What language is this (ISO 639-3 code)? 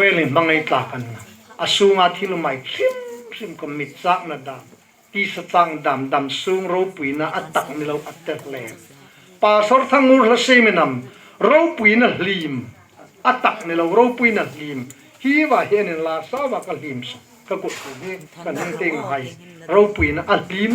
hmr